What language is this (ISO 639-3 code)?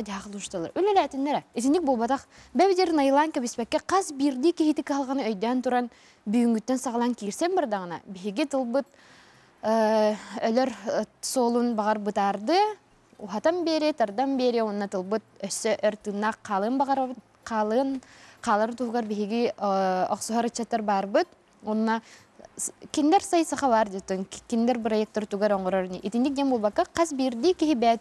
sah